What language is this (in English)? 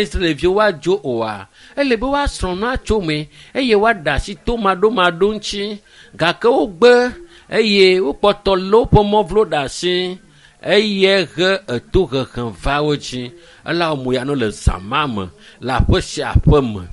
Ewe